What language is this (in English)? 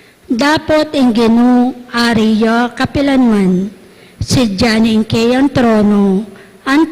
Pampanga